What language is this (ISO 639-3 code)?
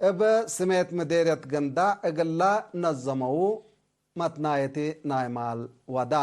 tig